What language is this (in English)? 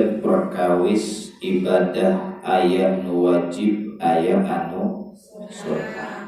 Sundanese